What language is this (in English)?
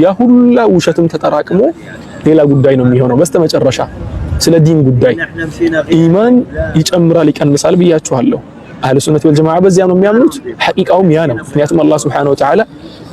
Amharic